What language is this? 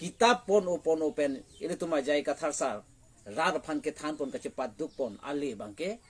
Karbi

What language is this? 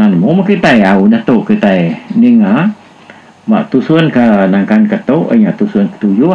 Iban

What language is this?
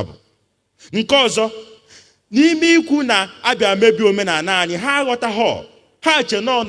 Igbo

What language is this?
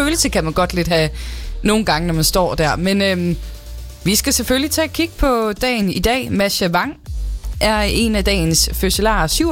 Danish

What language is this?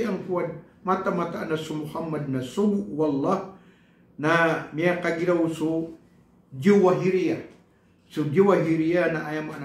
Maranao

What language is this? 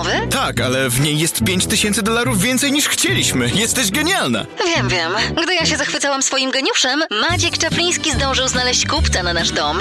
Polish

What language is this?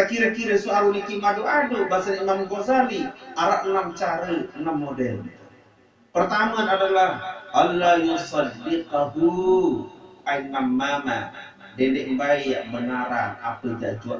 Sasak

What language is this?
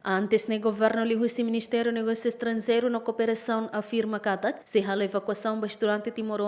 Tetum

